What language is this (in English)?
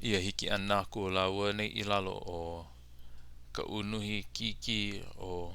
Hawaiian